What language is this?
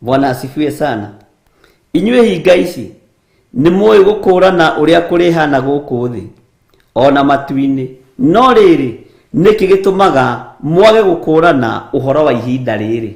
Kikuyu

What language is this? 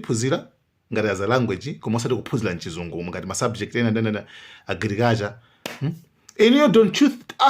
Nyanja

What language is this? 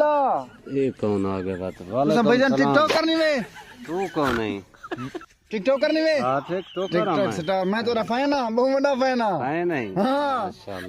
Saraiki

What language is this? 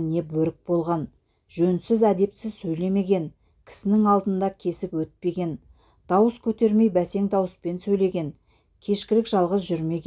Kazakh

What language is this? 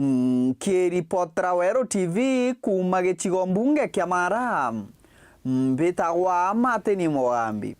Meru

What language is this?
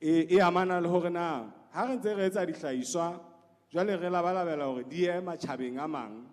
Southern Sotho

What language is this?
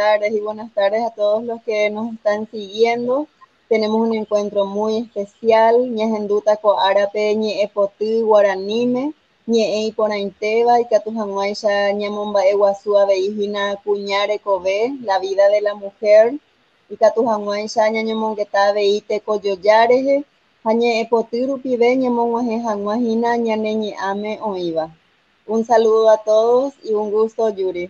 Guarani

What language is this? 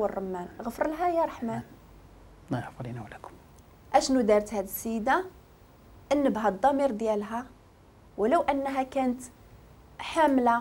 Moroccan Arabic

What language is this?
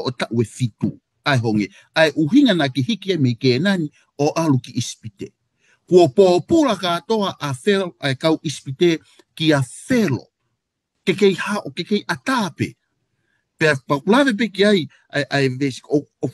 Tongan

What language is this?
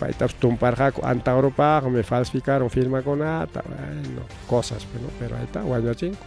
Ayacucho Quechua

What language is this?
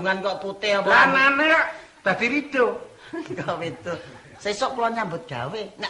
Javanese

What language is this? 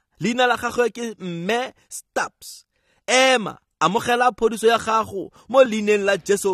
Tswana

